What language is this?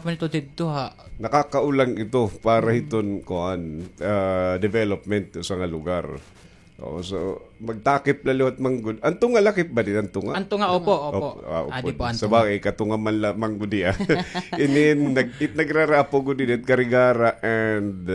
Waray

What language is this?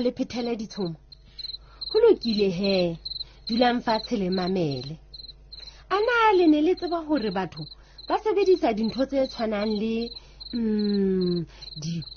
Southern Sotho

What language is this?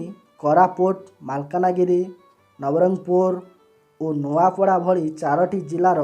Odia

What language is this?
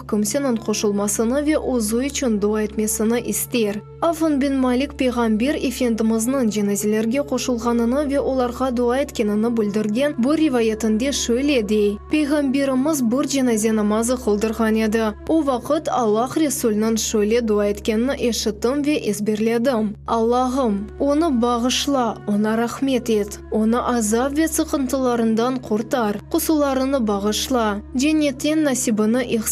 Crimean Tatar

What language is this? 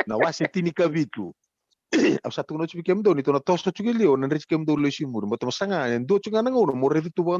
Fijian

